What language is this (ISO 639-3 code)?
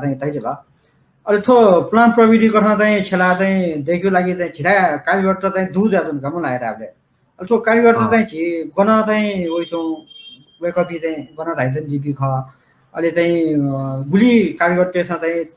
new